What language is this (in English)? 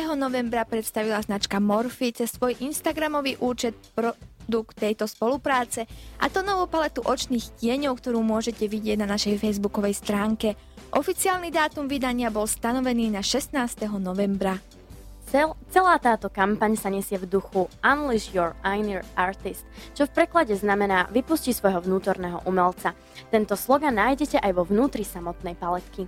Slovak